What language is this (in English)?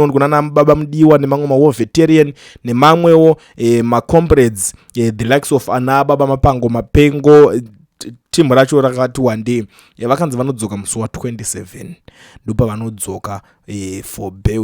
Shona